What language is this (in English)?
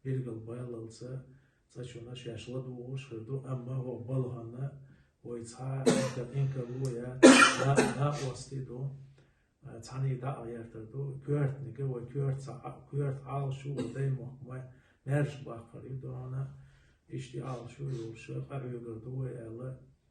Chechen